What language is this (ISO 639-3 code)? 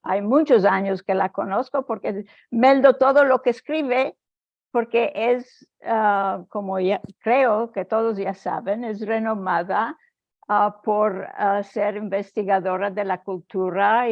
lad